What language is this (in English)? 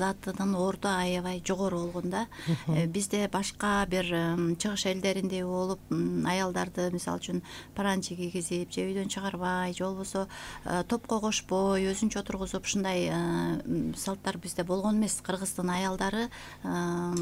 Kyrgyz